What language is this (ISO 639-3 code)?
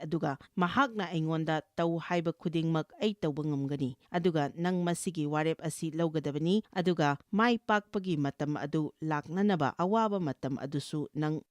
mni